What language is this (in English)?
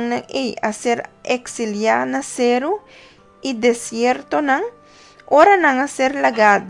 Papiamento